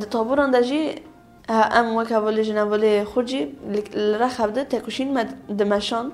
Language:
Kurdish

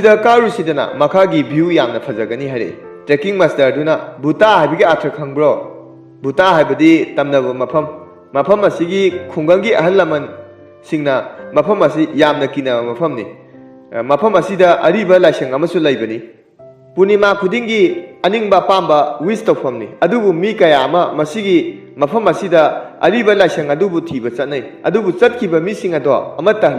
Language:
Manipuri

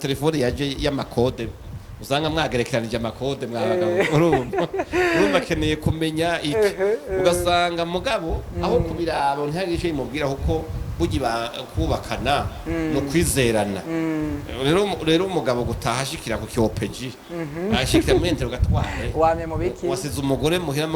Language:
Rundi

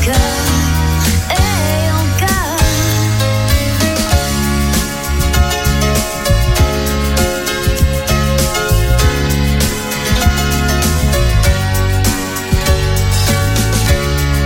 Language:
French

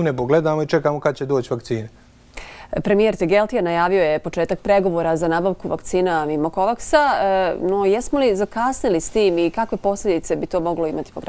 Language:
Bosnian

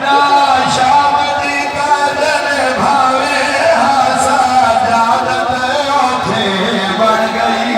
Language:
Saraiki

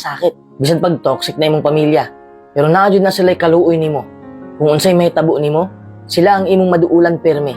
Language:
Cebuano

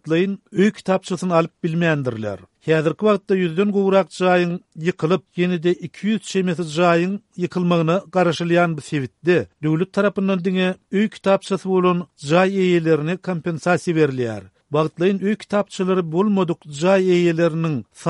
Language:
Turkmen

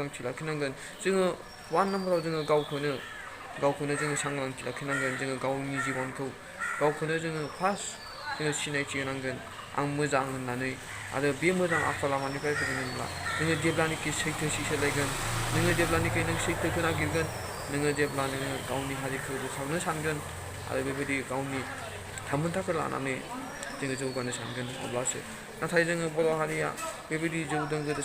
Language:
Bodo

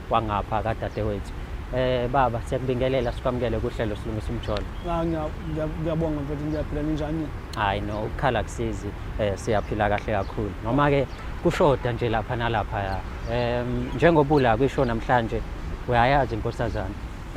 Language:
Zulu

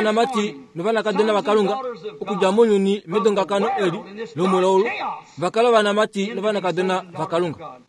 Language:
Kuanyama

